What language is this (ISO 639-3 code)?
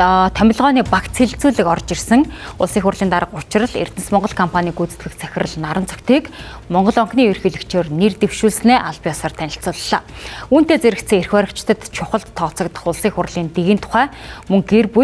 mon